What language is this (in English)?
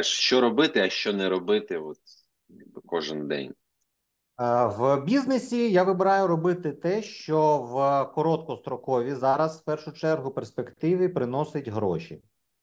Ukrainian